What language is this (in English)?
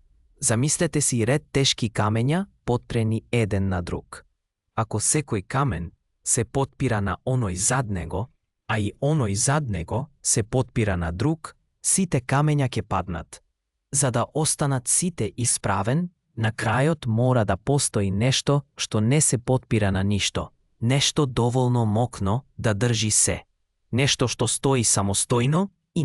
Macedonian